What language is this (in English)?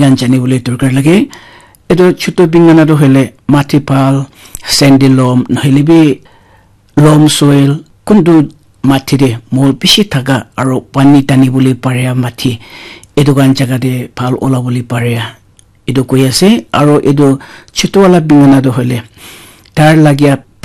Naga Pidgin